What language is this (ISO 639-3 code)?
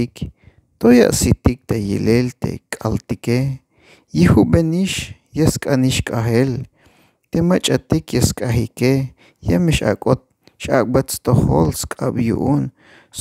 tzh